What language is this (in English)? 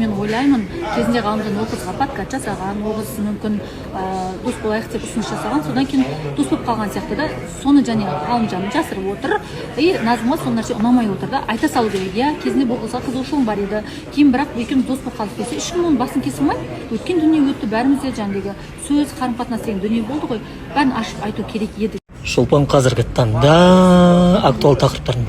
Kazakh